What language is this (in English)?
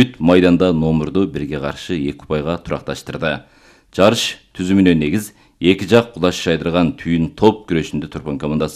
Kyrgyz